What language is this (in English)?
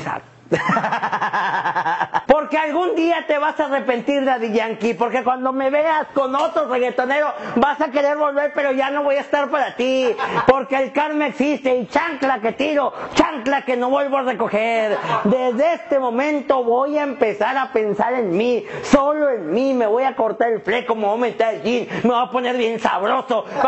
Spanish